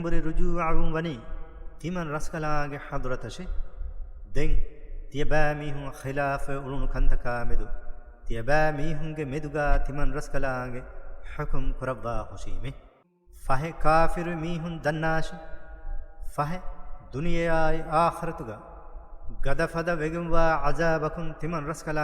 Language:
Divehi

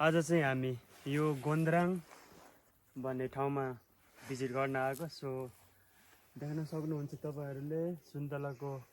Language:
Nepali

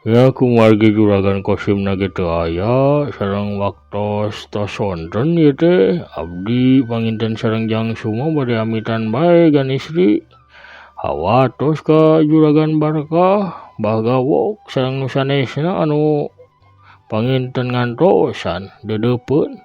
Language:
Sundanese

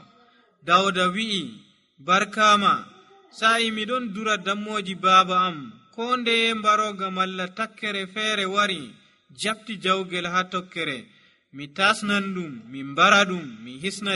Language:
Nigerian Fulfulde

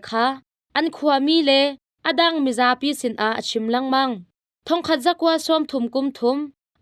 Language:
Hakha Chin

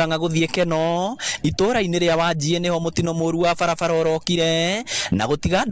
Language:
Kikuyu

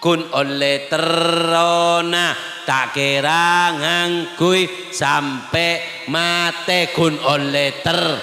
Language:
Madurese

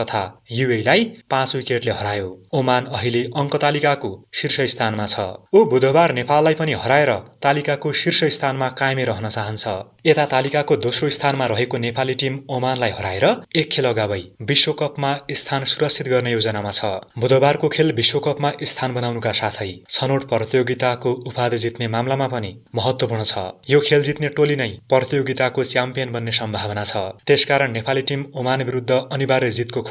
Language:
Nepali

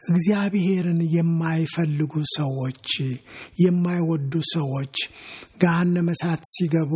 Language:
Amharic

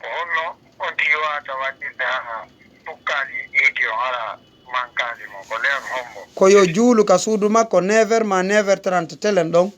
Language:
Fula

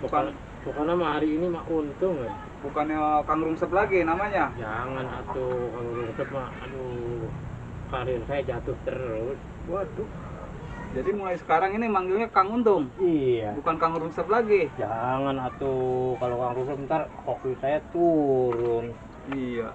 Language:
Betawi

